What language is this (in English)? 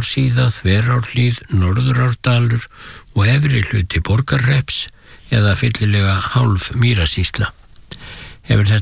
Icelandic